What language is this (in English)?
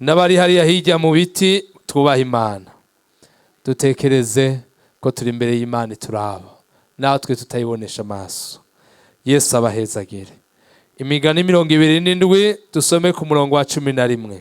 Rundi